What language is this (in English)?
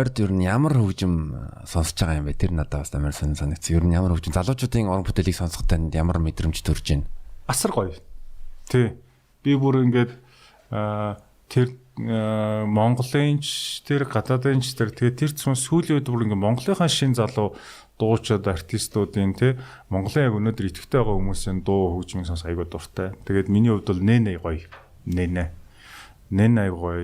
Mongolian